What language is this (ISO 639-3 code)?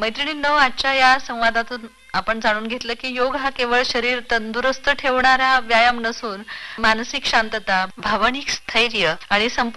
mar